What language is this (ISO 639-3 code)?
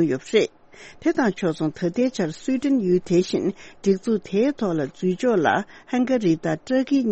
bod